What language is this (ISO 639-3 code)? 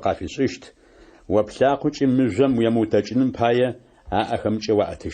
ady